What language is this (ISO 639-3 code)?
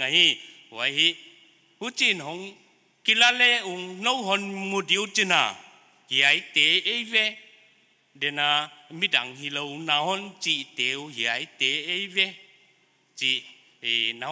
pck